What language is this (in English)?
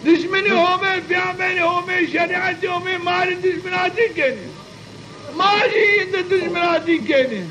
Zaza